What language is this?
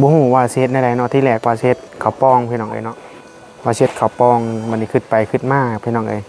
Northeastern Thai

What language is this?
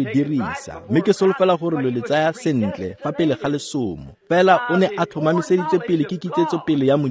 Tswana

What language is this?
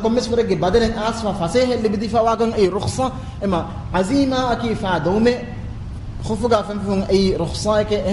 Divehi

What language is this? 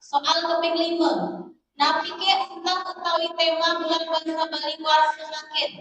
Balinese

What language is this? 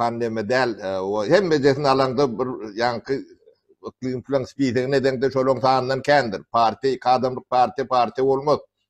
Turkmen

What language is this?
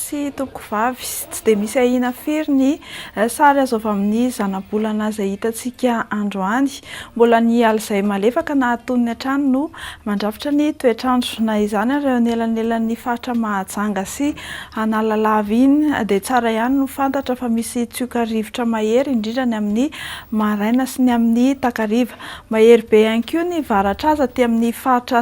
Malagasy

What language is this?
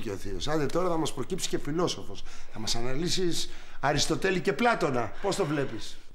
Greek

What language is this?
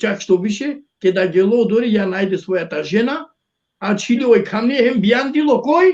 Balkan Romani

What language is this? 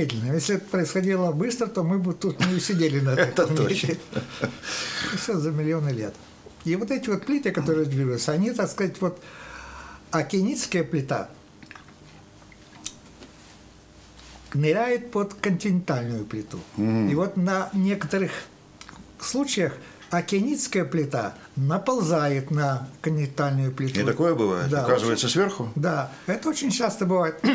Russian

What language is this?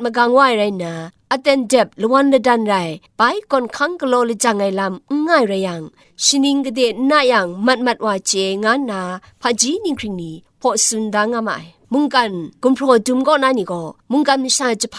Kachin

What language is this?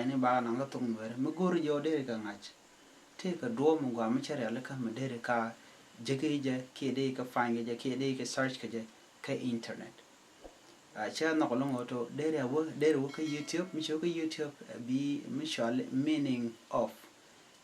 Nuer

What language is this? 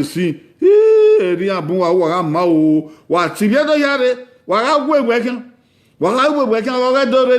Bini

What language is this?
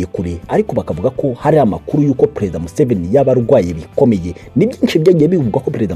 Kinyarwanda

